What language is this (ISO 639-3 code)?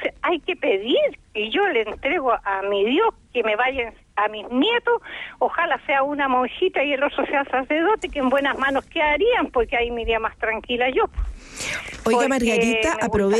spa